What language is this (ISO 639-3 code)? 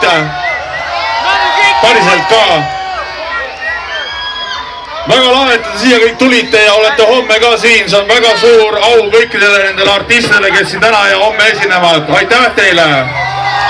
est